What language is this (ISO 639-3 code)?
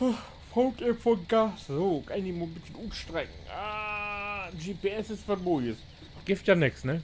nds